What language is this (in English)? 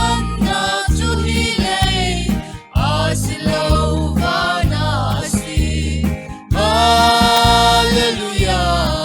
Falam Chin